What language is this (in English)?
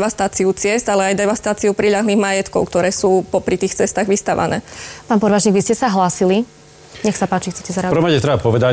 Slovak